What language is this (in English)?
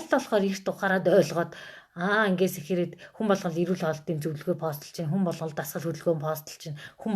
Mongolian